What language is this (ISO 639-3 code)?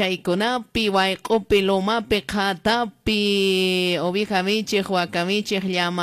que